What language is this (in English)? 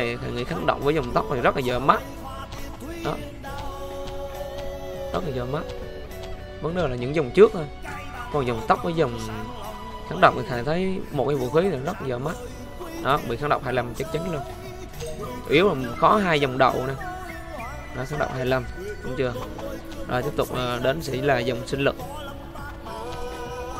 Vietnamese